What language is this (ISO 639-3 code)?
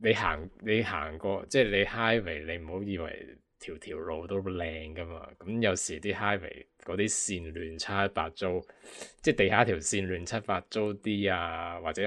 yue